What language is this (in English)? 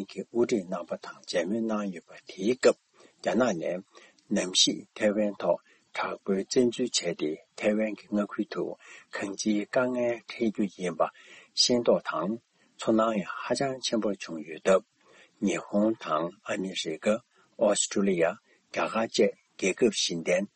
Tibetan